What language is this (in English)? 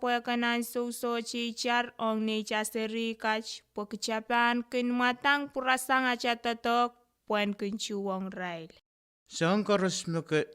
Pohnpeian